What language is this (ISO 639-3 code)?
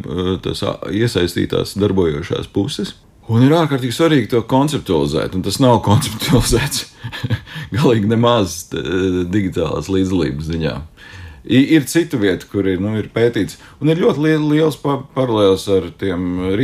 lav